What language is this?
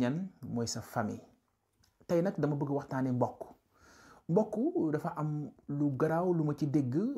Wolof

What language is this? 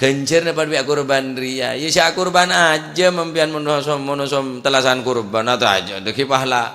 Madurese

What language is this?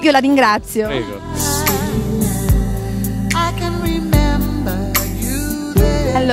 Italian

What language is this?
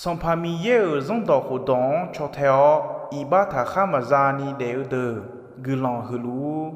Akha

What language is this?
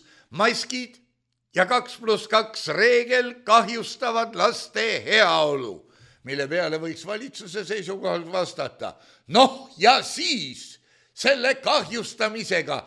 Estonian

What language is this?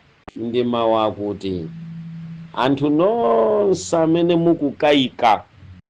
Nyanja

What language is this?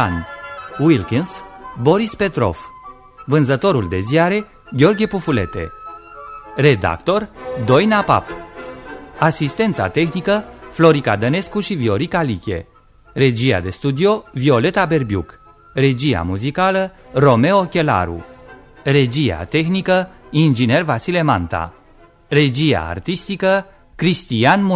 Romanian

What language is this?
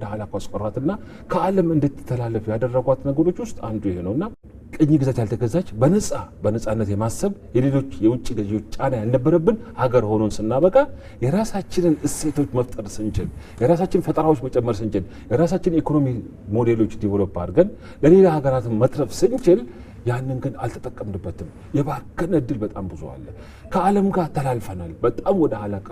Amharic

